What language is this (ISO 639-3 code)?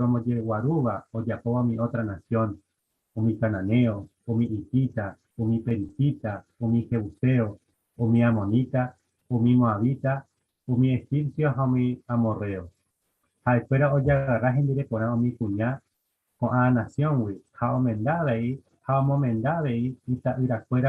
grn